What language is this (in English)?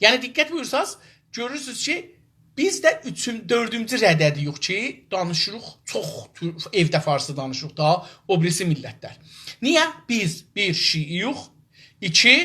South Azerbaijani